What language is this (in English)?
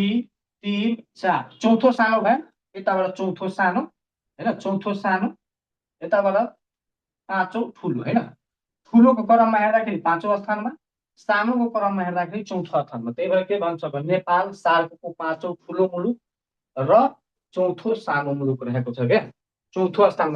Nepali